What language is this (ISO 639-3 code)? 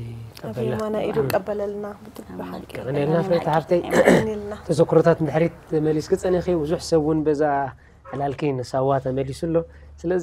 tir